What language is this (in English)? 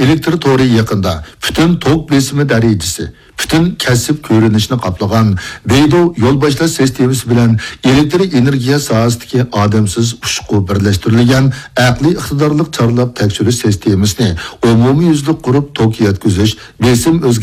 Uyghur